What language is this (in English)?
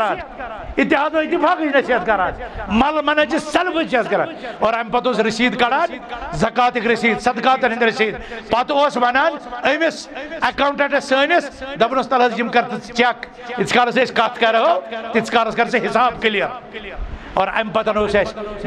Kashmiri